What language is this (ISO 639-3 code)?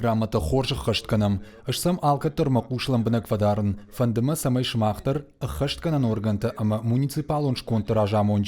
oss